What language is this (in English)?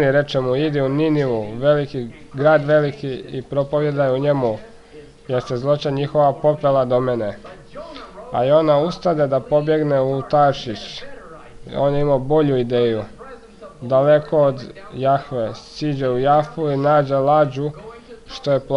Croatian